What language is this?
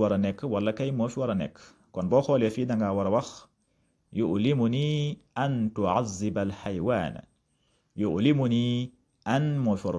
Wolof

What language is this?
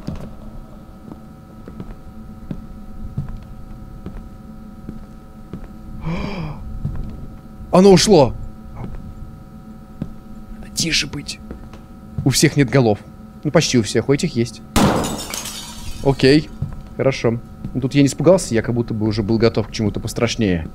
Russian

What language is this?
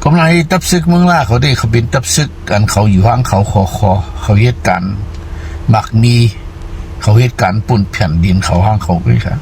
Shan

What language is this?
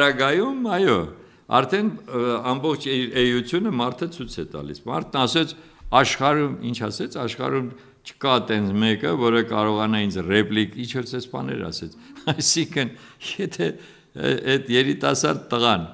Armenian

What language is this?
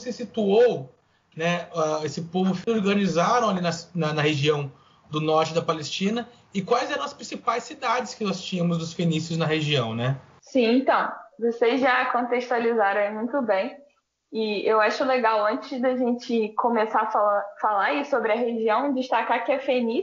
Portuguese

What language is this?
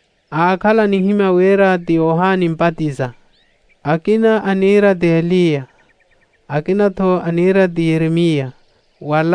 Makhuwa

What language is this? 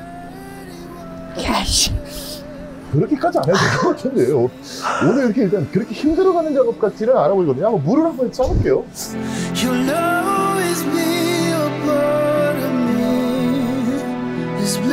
Korean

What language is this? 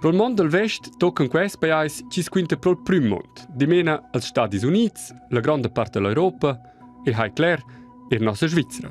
Romansh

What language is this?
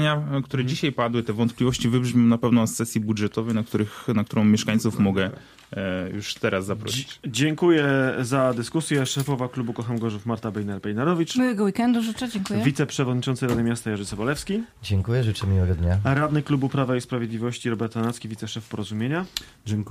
Polish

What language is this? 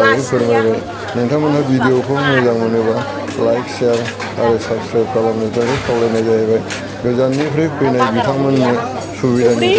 Bodo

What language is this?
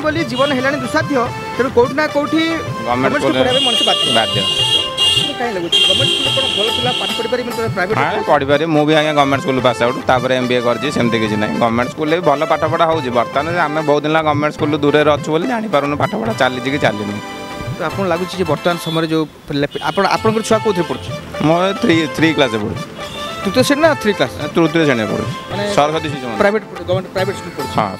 Odia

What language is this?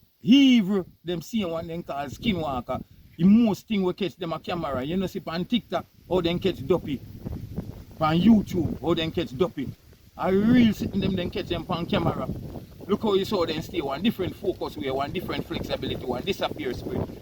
Jamaican Creole English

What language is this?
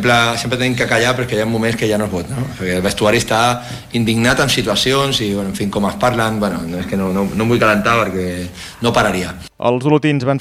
Catalan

